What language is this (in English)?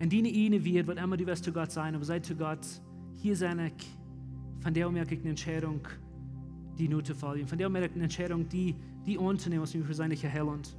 Plautdietsch